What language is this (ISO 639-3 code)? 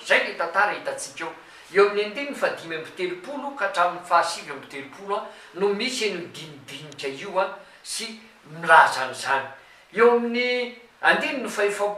mlg